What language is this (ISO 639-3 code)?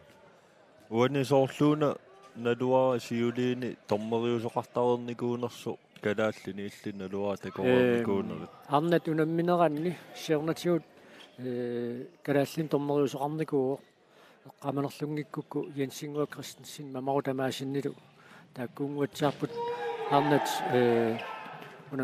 kal